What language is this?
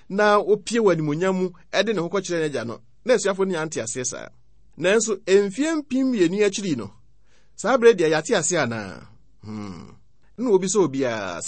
Akan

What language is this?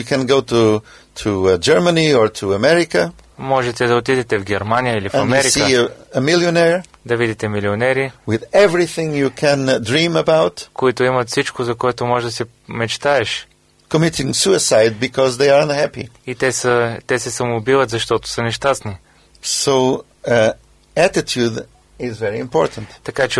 Bulgarian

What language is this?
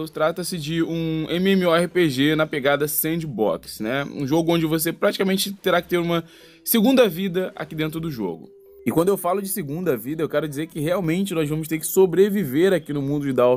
Portuguese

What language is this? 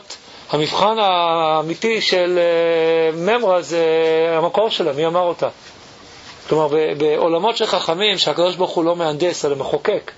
Hebrew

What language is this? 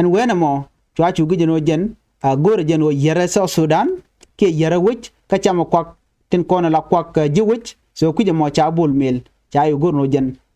Nuer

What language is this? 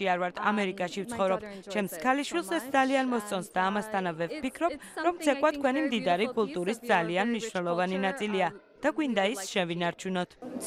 Georgian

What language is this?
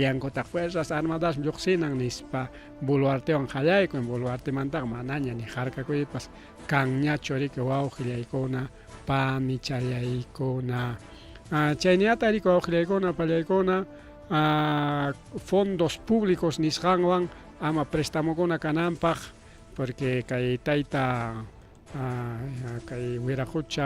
Ayacucho Quechua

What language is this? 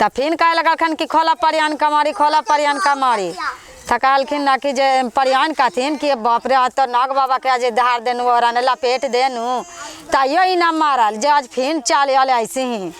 Magahi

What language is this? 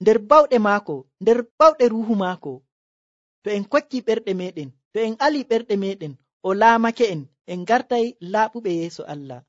Nigerian Fulfulde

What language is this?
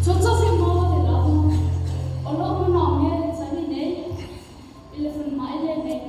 Samoan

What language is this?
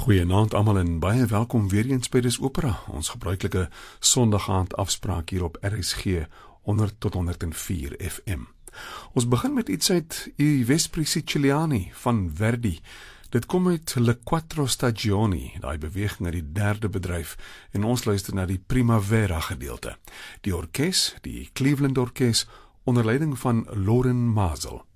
Afrikaans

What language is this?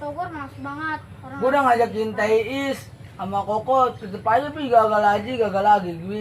Betawi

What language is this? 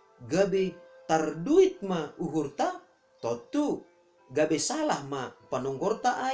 Batak Simalungun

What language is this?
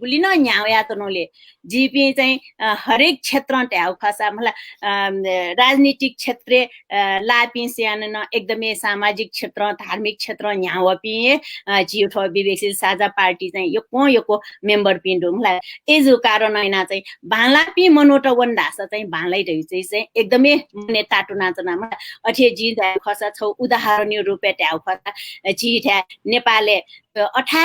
Newari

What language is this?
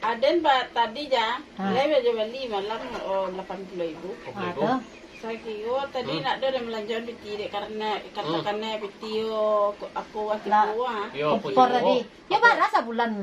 Minangkabau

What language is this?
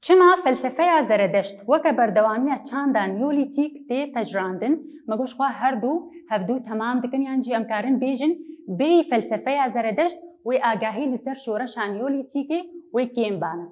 Kurdish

